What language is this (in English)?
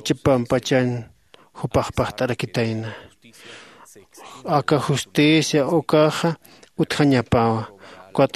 Aymara